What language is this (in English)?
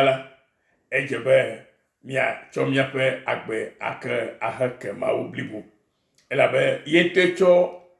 Ewe